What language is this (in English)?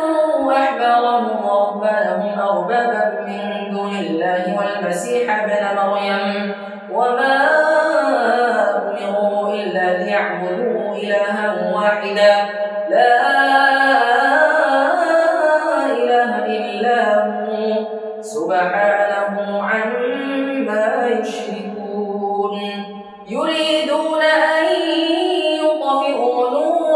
Arabic